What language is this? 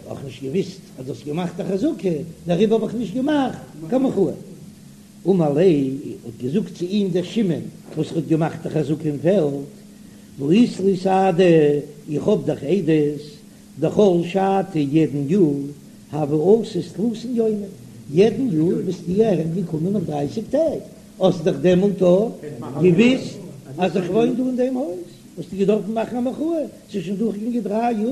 Yiddish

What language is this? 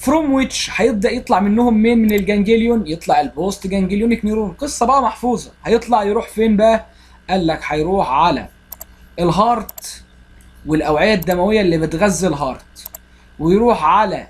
Egyptian Arabic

